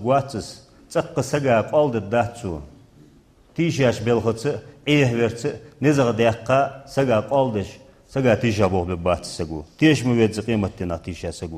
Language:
Ingush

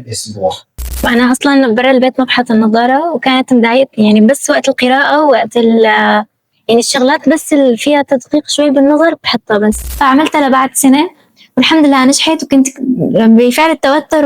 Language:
Egyptian Arabic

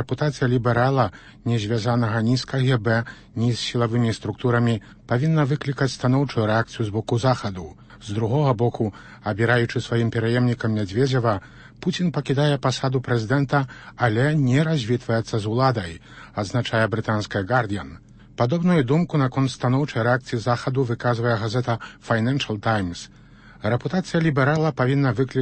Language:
Belarusian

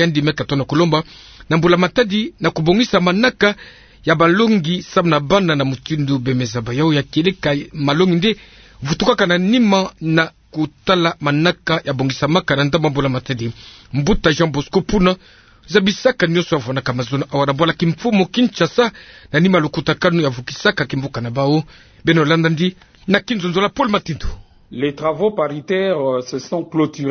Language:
Kituba (Democratic Republic of Congo)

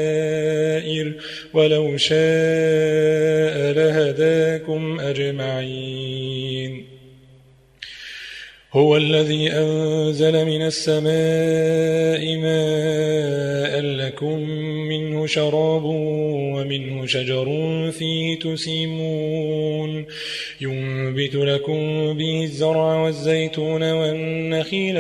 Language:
Arabic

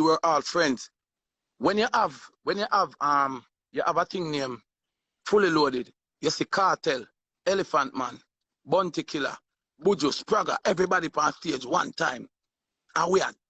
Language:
Jamaican Creole English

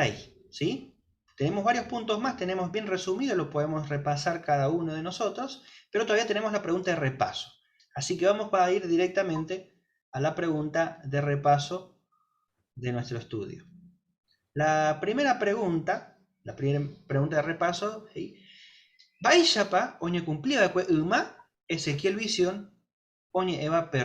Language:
Guarani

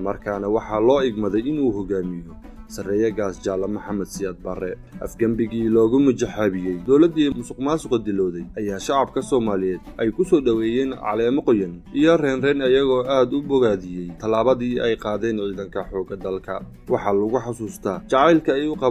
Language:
Somali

